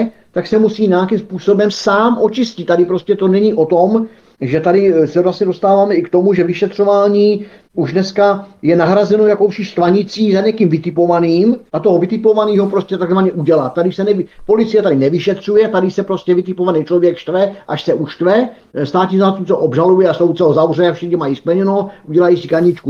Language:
Czech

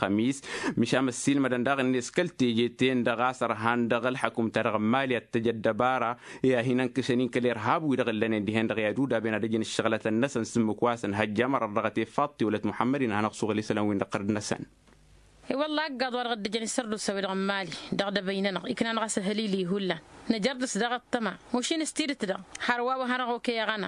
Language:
Tamasheq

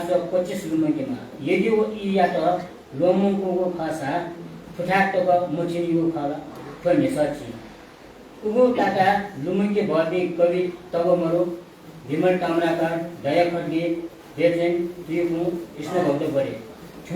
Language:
Newari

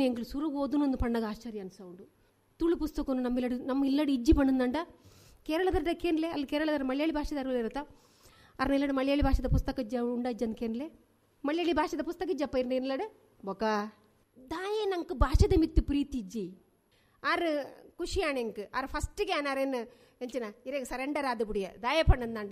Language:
Tulu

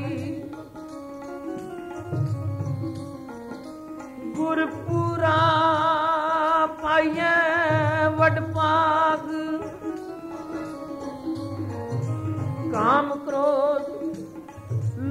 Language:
Punjabi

